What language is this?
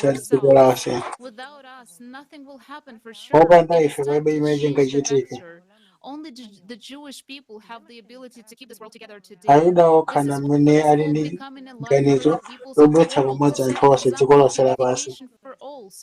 Nyanja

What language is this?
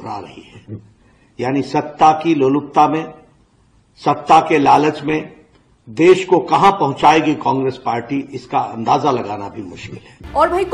Hindi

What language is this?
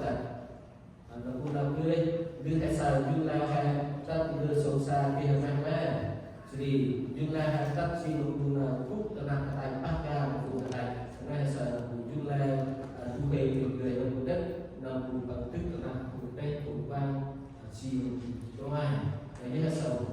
Central Mnong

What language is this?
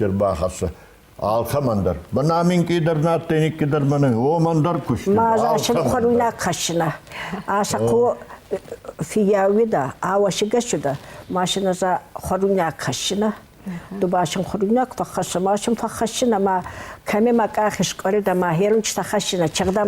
Ossetic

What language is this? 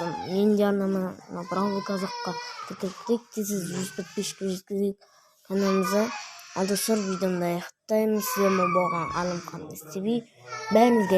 Kazakh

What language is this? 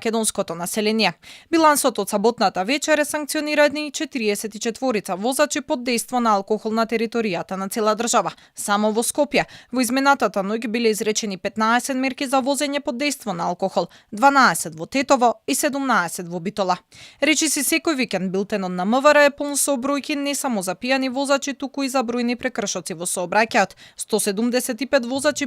Macedonian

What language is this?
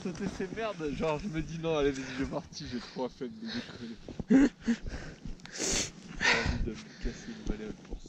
French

